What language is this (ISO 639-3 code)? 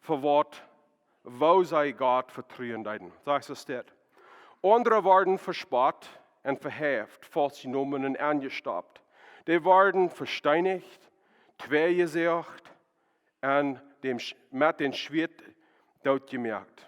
pdt